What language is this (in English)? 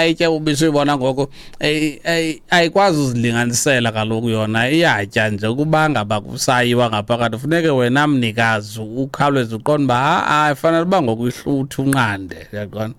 Xhosa